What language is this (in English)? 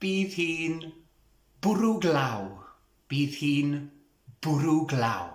Welsh